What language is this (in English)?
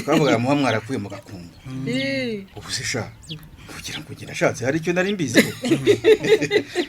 Kinyarwanda